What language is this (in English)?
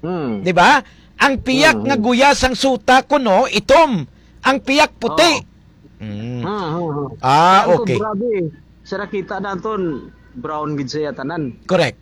Hiligaynon